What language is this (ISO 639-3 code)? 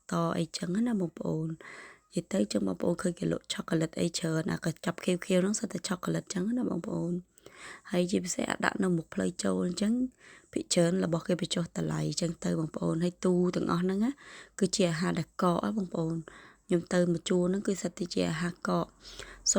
khm